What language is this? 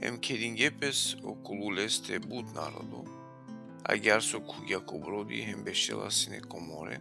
Balkan Romani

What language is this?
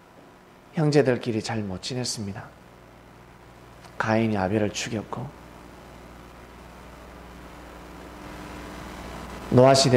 Korean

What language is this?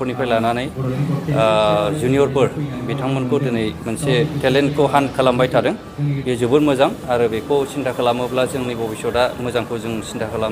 Bodo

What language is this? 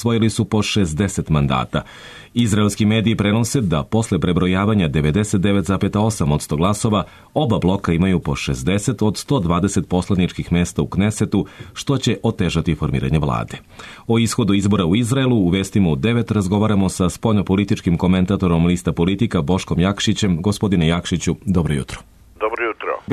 Serbian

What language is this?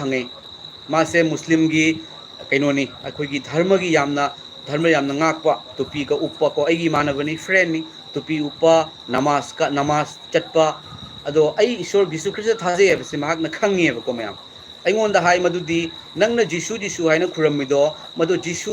Manipuri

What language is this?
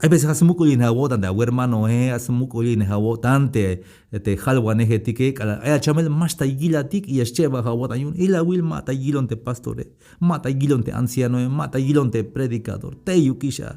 Tzeltal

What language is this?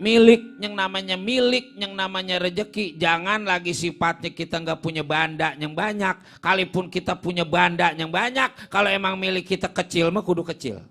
Betawi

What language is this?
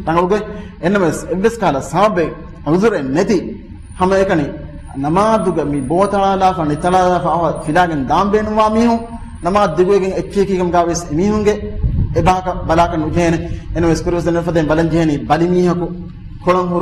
Divehi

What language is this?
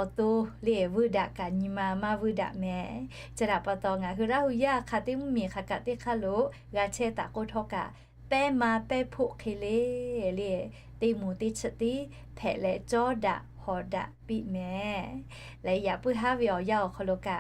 Lahu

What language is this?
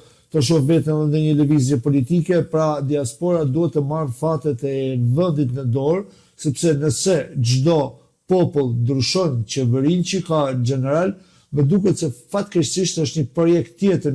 Albanian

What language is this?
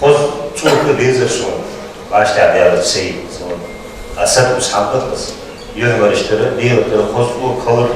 Ingush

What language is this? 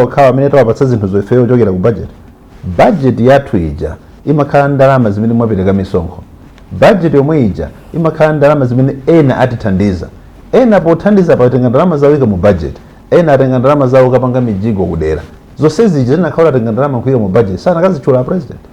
Nyanja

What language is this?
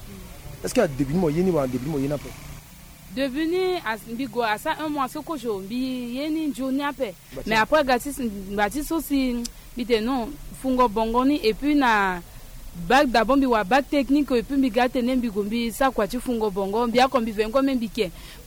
Sango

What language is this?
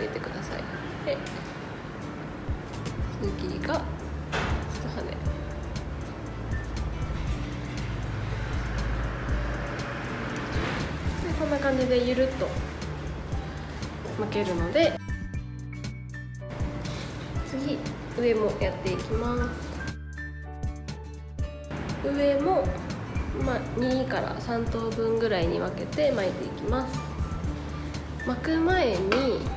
Japanese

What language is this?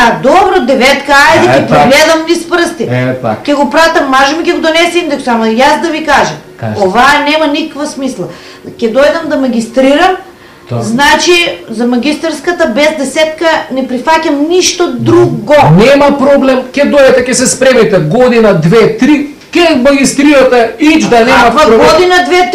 Macedonian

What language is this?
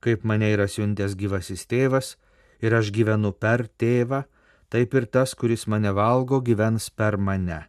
Lithuanian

